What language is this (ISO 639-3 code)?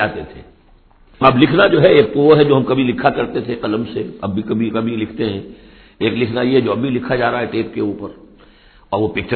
urd